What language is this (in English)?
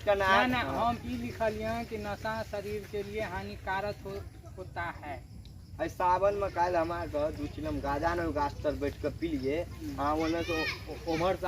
Maithili